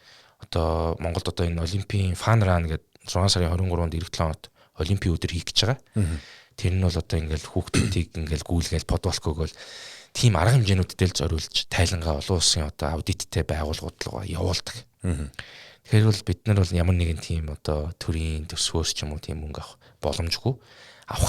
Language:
Mongolian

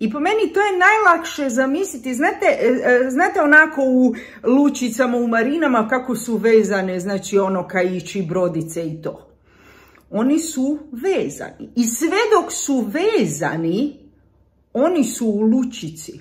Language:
Croatian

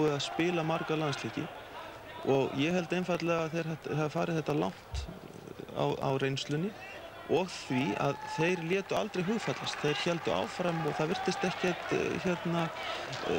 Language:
Icelandic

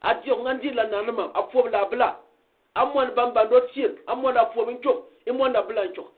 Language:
Gourmanchéma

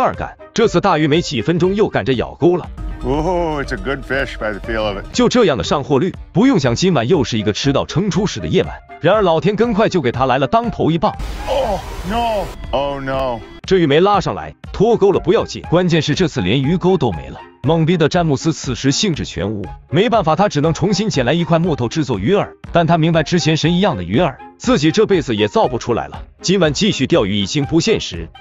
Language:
Chinese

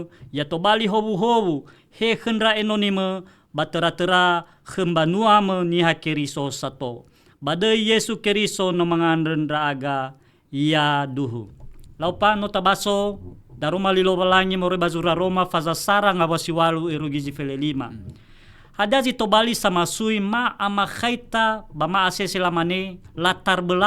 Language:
Nias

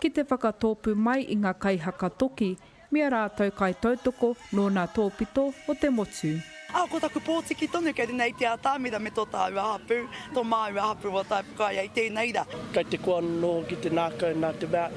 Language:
Māori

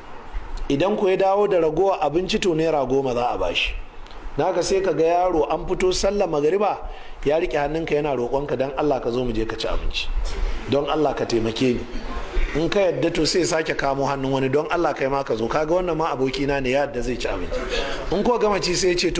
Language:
Hausa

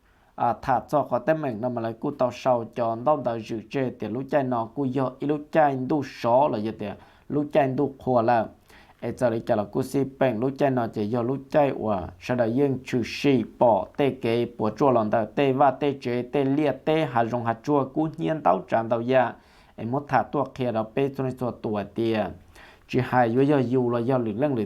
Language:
Hmong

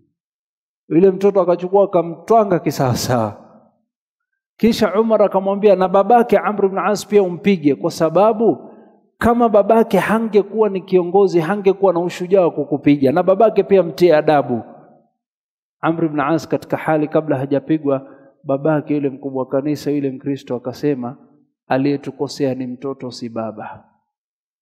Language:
Swahili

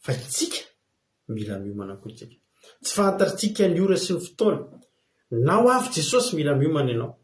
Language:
Malagasy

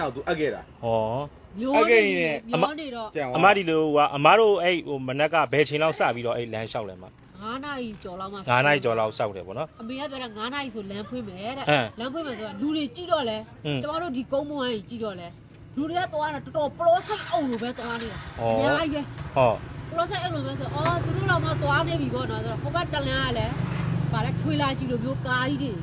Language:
Burmese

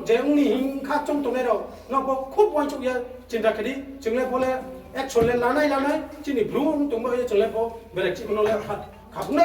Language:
Riang (India)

